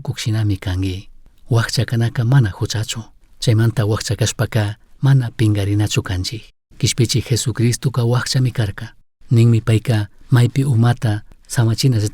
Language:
Chimborazo Highland Quichua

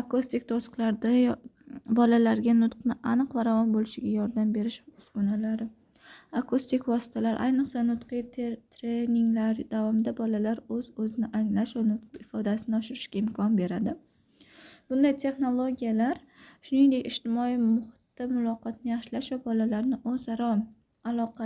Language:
Uzbek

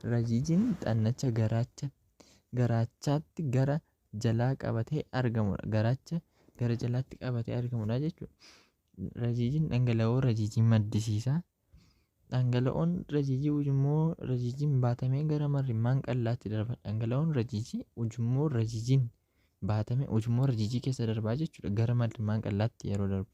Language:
Oromo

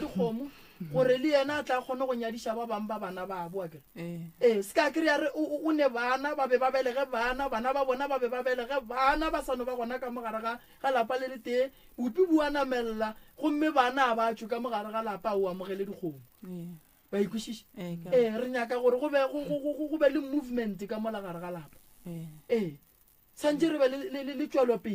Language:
Northern Sotho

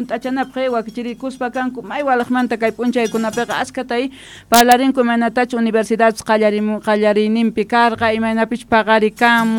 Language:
South Bolivian Quechua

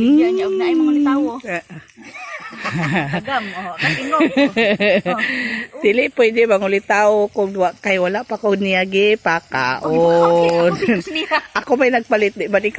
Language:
Cebuano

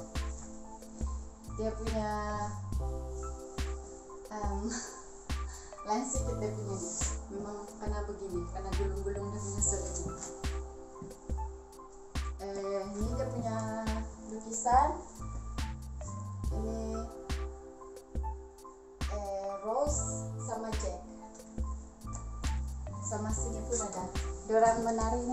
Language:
Malay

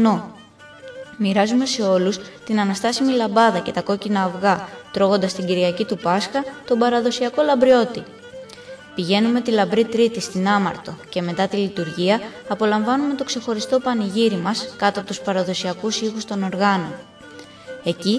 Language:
Greek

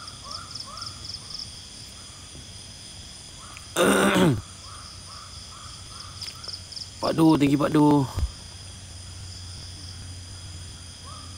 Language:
Malay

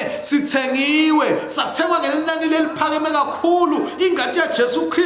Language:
Swati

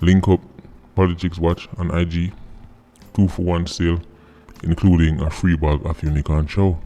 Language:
Jamaican Creole English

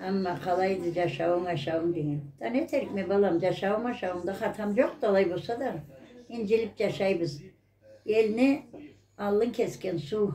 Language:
Karachay-Balkar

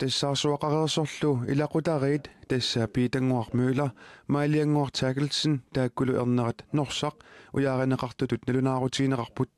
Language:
Kalaallisut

